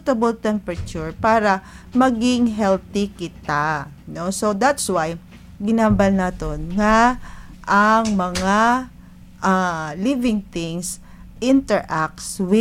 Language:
Hiligaynon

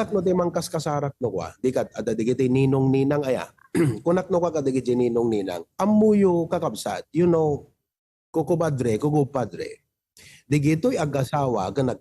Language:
Iloko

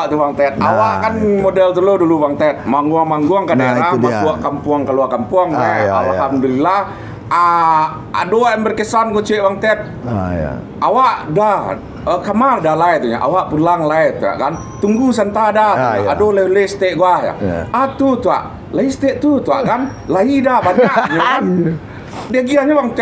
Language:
Minangkabau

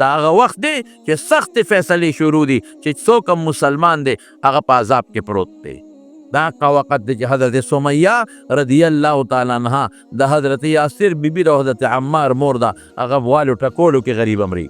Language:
Pashto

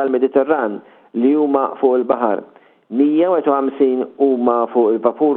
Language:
Maltese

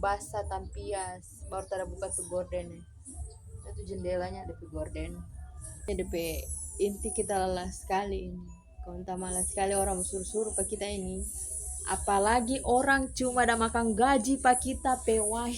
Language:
Manado Malay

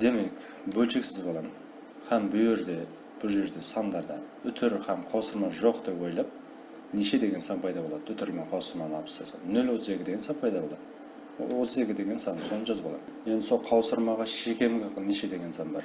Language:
Kara-Kalpak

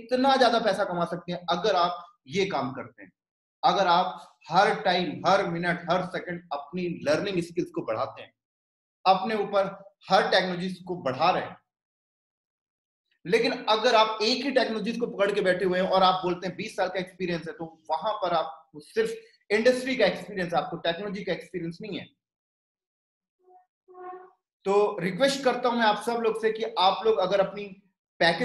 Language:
Hindi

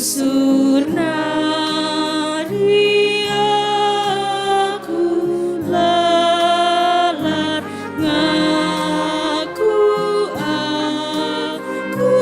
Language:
Batak Karo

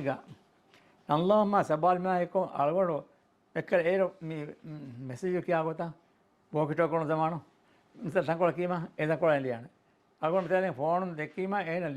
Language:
Divehi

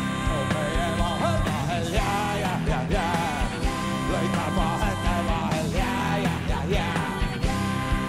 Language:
Estonian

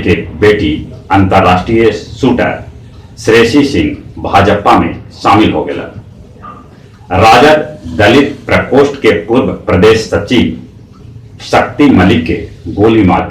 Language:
Magahi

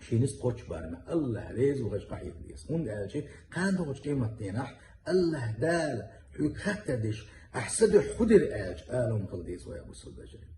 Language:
Chechen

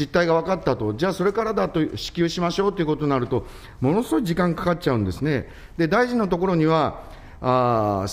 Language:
Japanese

